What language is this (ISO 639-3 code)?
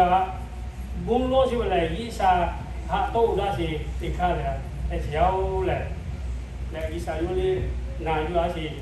lhu